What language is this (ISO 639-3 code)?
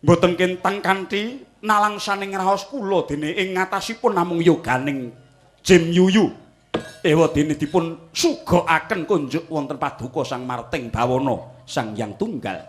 jav